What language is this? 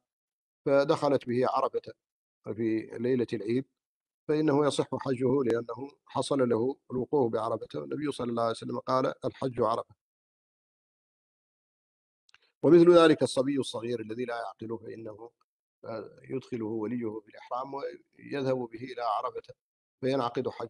Arabic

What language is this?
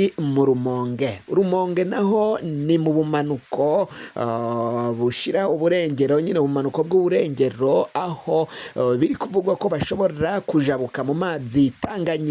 Rundi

